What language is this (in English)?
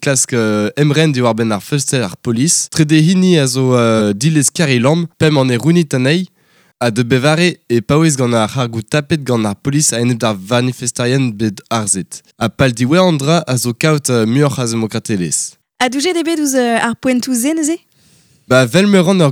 Breton